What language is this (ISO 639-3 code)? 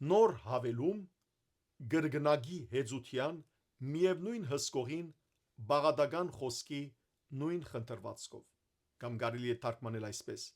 hyw